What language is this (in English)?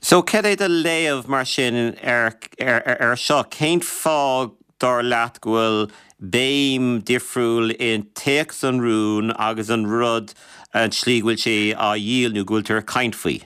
Irish